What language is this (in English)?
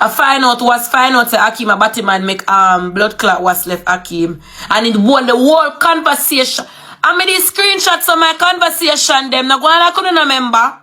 Jamaican Creole English